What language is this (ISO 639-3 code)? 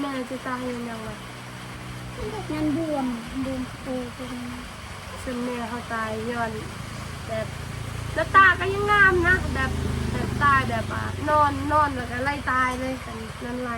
tts